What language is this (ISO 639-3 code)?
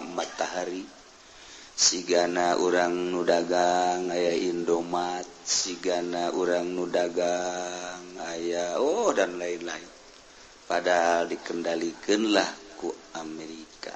sun